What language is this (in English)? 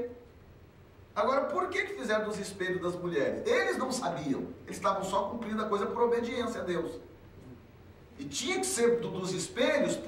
Portuguese